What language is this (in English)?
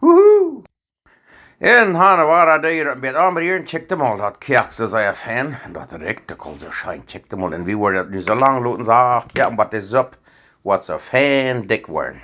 Plautdietsch